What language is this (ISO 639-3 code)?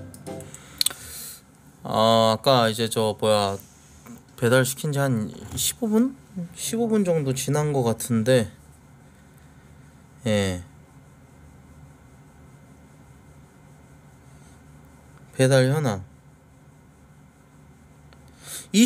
kor